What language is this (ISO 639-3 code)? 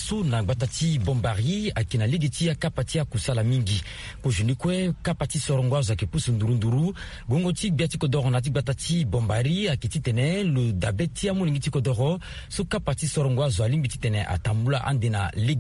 sag